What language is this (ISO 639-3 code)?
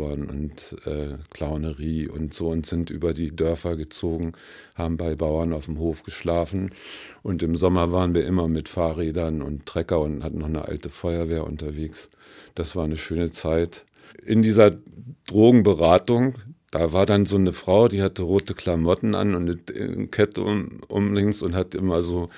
deu